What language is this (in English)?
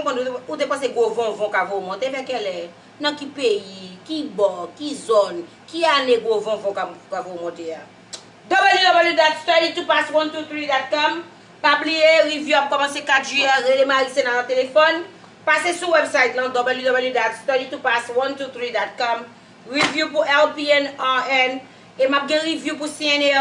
Haitian Creole